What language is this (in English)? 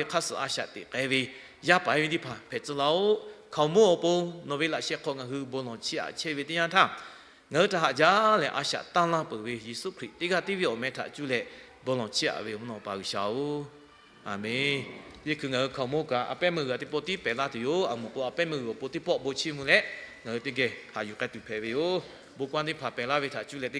Lahu